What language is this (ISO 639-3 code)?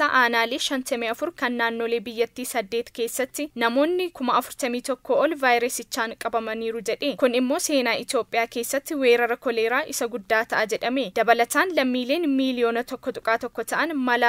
orm